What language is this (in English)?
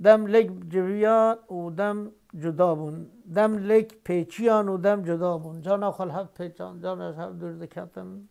Kurdish